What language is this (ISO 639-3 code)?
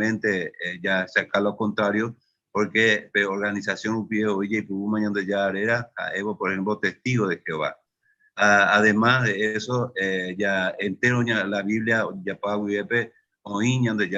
grn